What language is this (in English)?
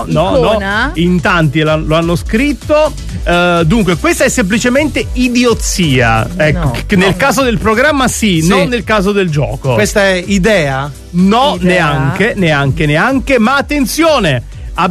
Italian